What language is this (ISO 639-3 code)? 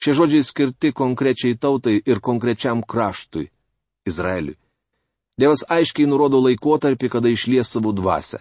lit